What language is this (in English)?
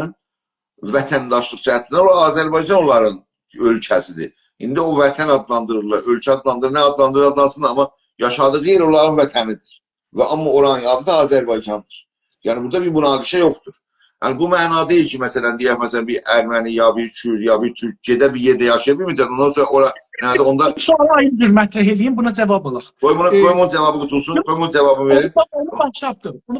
South Azerbaijani